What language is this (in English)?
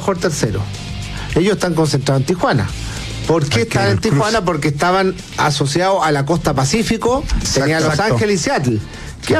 Spanish